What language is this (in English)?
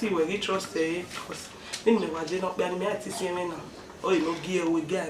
Bini